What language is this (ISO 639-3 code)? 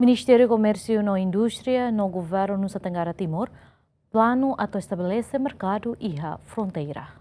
tet